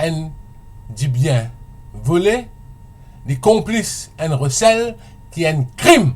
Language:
Morisyen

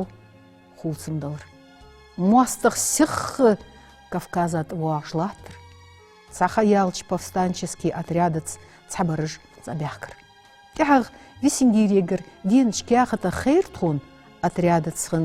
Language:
Ingush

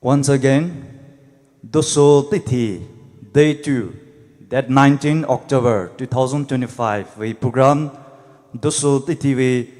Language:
Poumei Naga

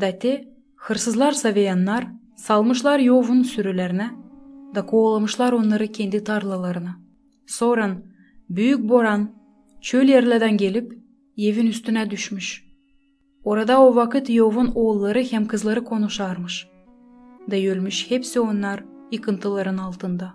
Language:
Gagauz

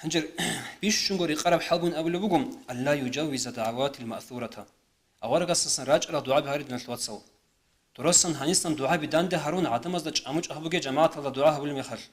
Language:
Avaric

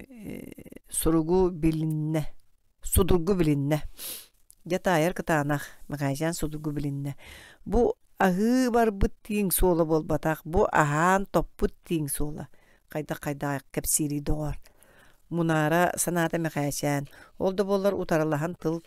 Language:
Yakut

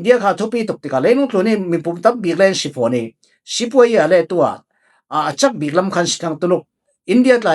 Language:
Falam Chin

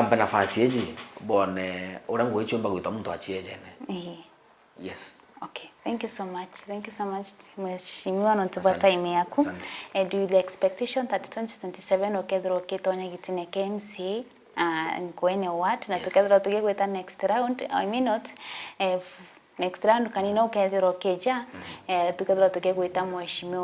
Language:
Meru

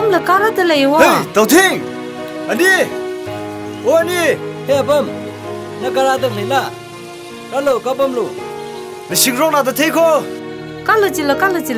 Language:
Tangkhul Naga (India)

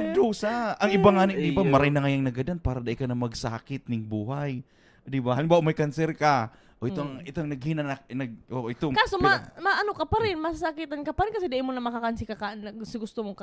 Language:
Bikol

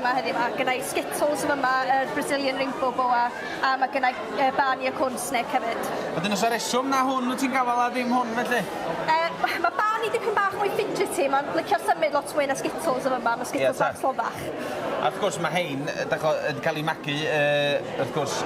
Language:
Welsh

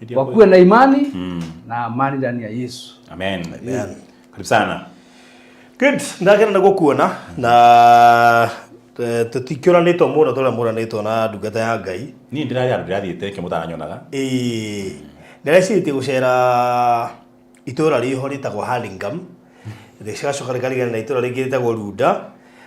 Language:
Kikuyu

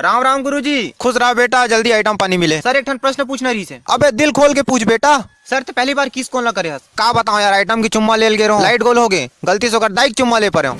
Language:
Chhattisgarhi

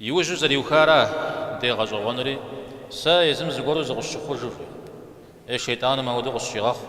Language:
Kabardian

